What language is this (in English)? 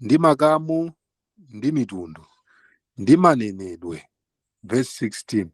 Nyanja